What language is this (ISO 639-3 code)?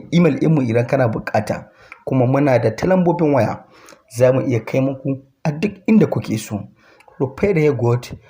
hau